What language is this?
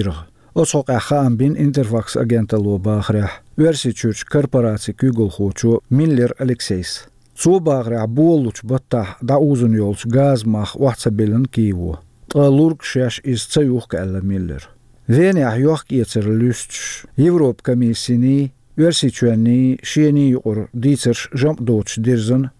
Chechen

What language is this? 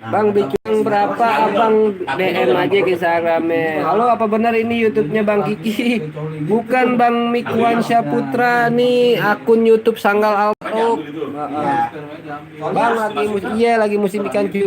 Betawi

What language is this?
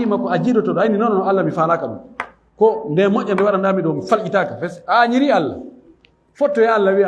Fula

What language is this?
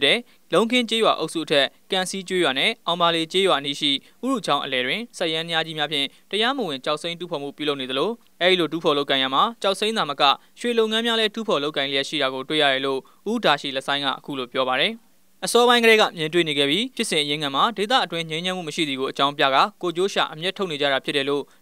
Burmese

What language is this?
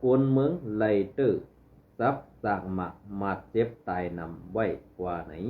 Shan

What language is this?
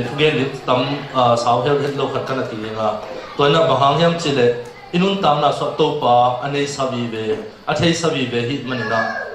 Tedim Chin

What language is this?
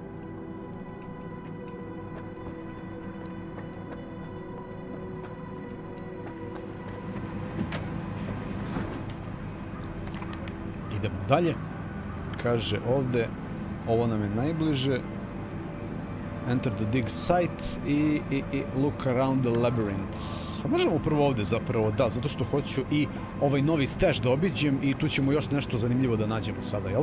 Serbian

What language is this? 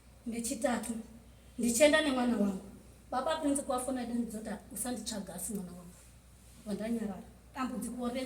Shona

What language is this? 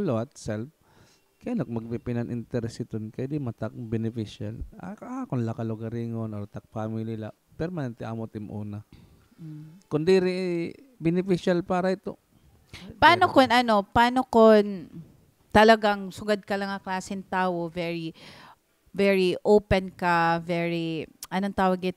Waray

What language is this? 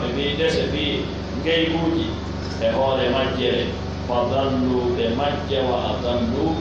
Pular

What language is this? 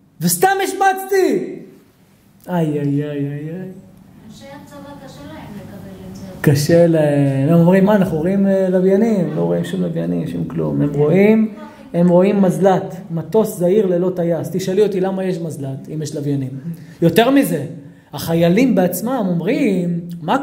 Hebrew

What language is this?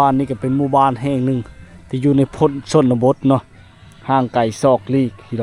Lao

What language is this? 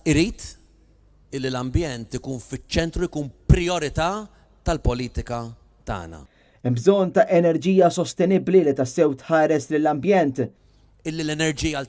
Maltese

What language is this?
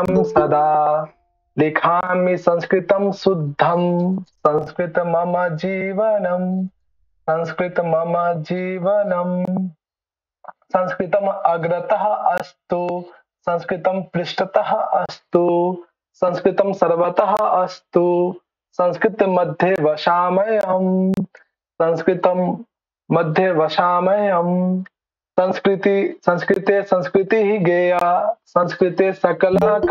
Sanskrit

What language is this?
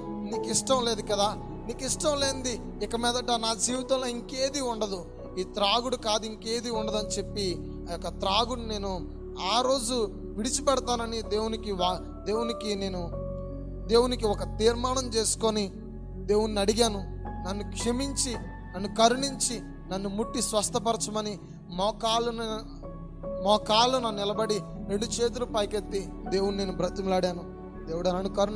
Telugu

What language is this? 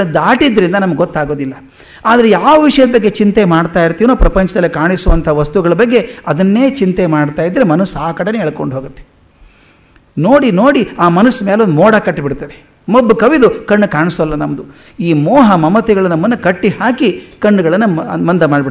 Kannada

